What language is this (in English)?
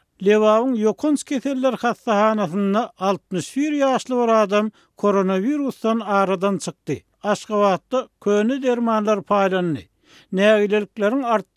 Turkmen